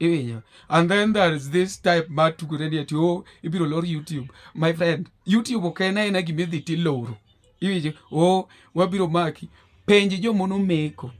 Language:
Luo (Kenya and Tanzania)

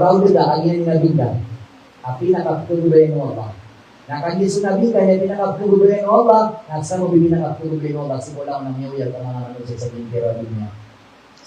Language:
Maranao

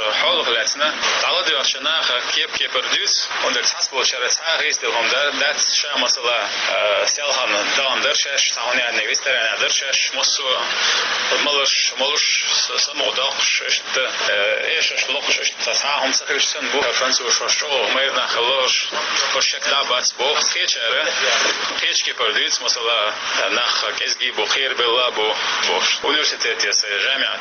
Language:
Chechen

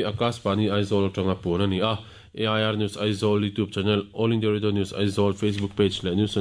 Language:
Mizo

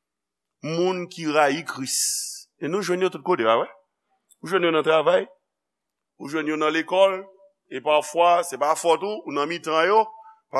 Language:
Haitian Creole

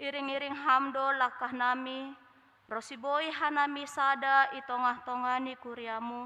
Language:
Batak Simalungun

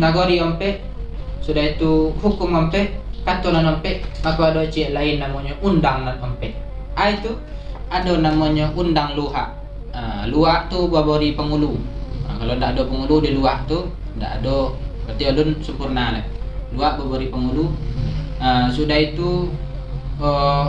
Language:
Minangkabau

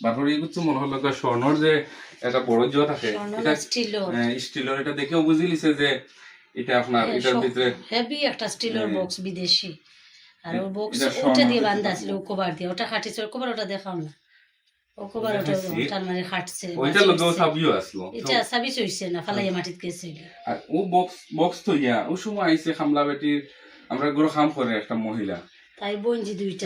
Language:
Sylheti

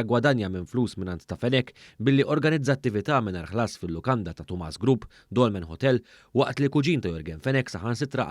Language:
Maltese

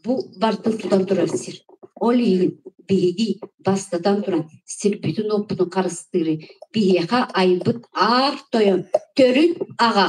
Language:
Yakut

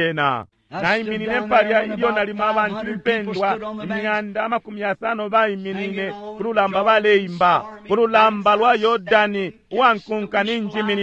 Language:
Bemba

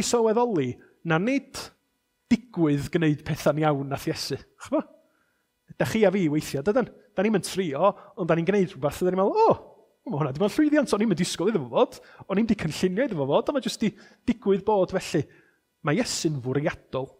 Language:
Welsh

